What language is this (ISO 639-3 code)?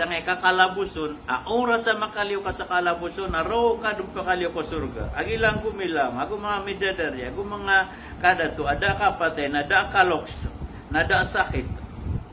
mrw